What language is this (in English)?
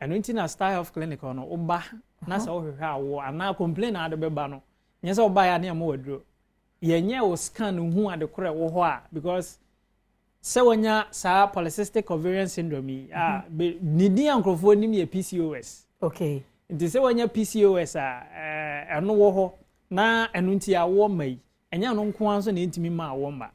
Akan